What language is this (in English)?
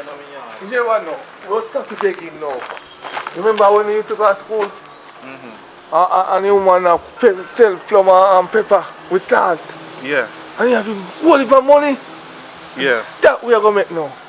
Jamaican Creole English